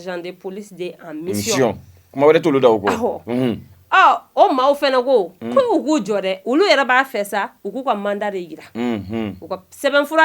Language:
Bambara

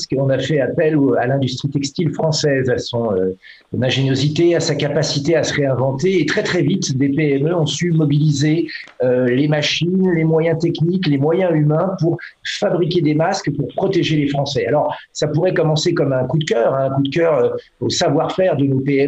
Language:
French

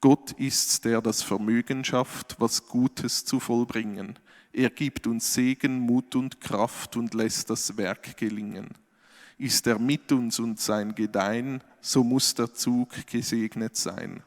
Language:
Swiss German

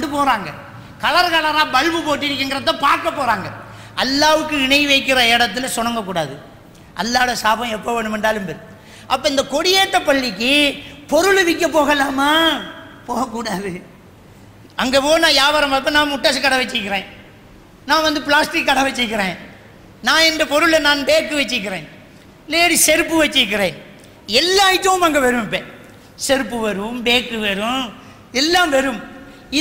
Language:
Tamil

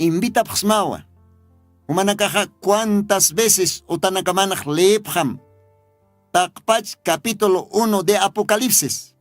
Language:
Aymara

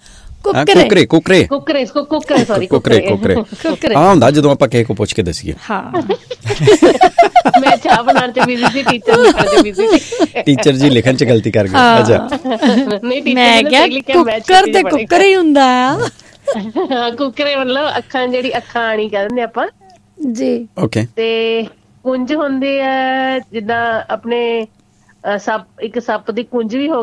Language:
Punjabi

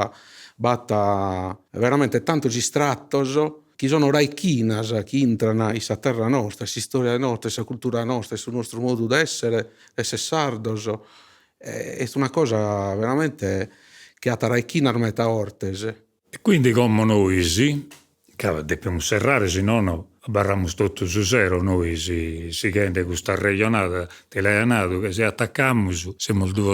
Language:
Sardinian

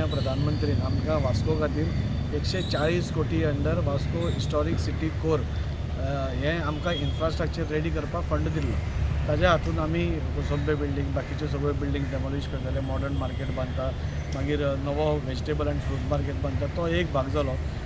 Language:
Konkani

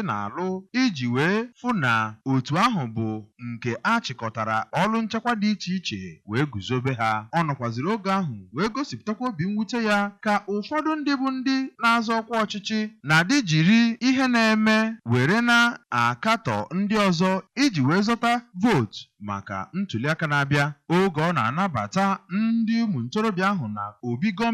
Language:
Igbo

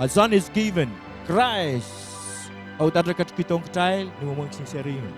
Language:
Pohnpeian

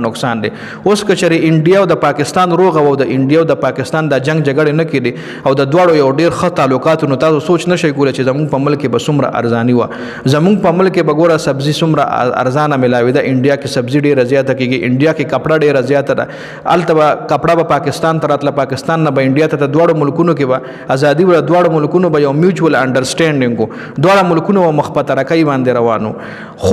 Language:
Pashto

